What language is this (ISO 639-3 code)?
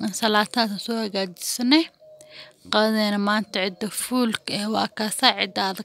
som